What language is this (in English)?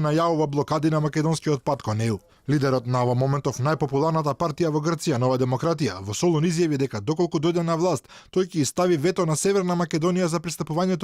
Macedonian